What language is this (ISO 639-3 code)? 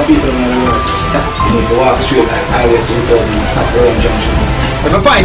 jam